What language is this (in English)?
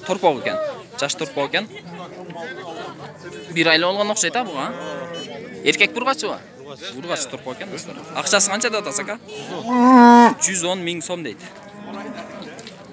Kyrgyz